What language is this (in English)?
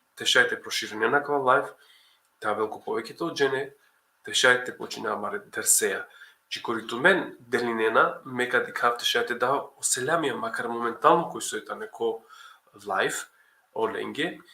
Balkan Romani